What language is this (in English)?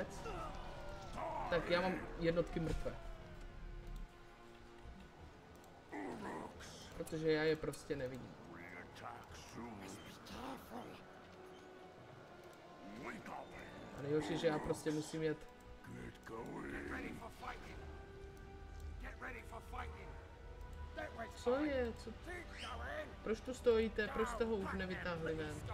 Czech